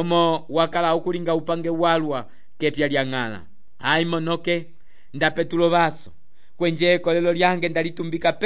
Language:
Umbundu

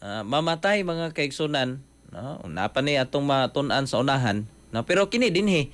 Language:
Cebuano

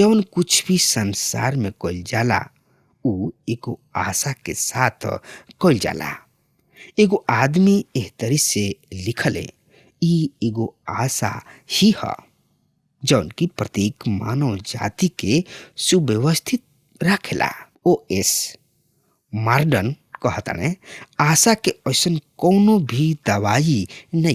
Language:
Bhojpuri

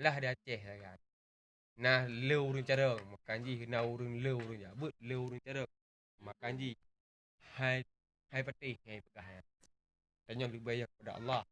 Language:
Achinese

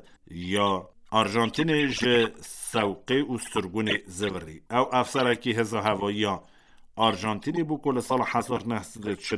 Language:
Kurdish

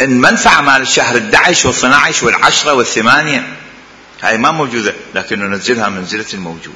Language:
Mesopotamian Arabic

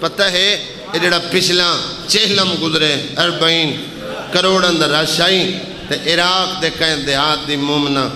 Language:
Saraiki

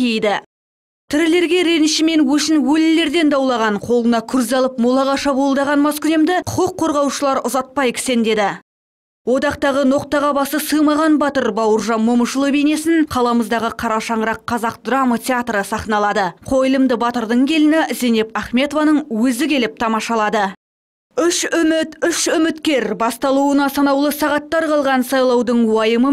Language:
Kazakh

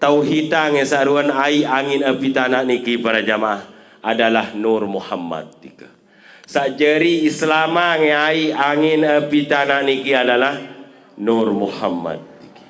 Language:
Sasak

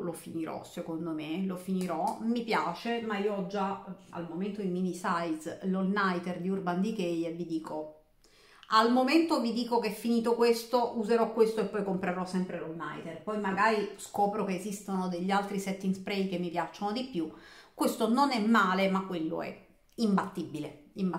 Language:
Italian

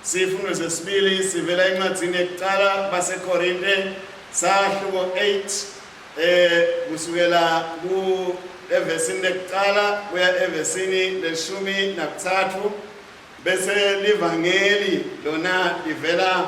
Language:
Swati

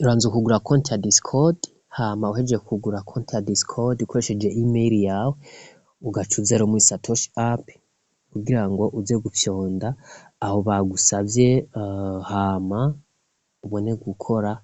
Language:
Rundi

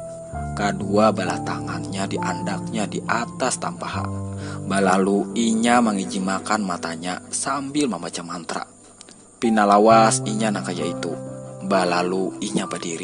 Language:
Banjar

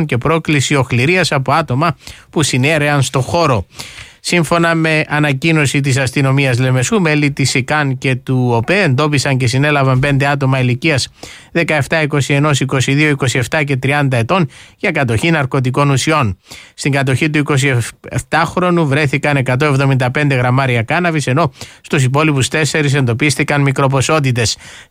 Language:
Greek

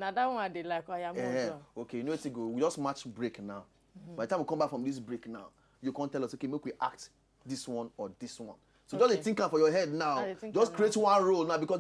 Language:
Nigerian Pidgin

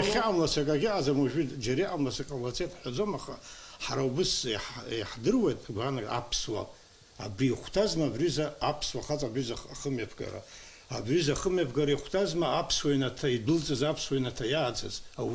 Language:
Abkhazian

